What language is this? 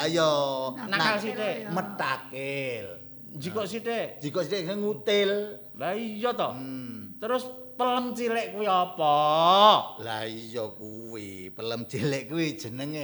Javanese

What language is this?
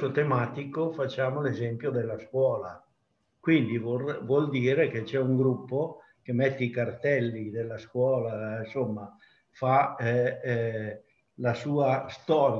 Italian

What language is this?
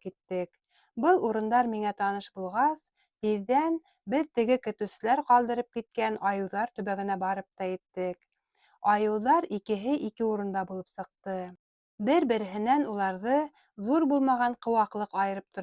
Bashkir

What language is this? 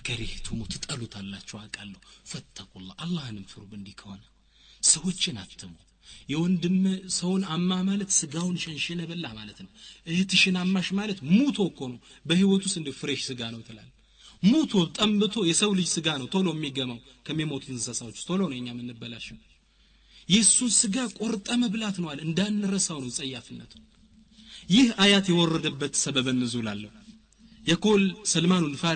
Amharic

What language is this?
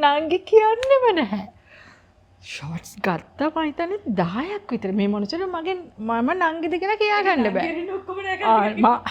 Sinhala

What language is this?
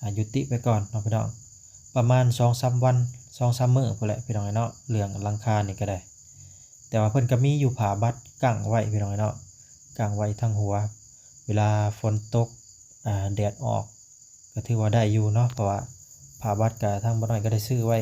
Lao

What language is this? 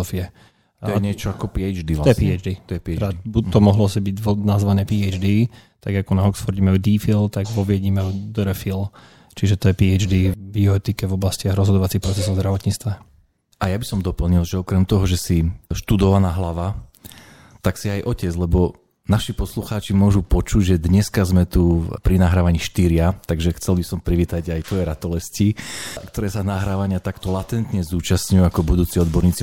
Slovak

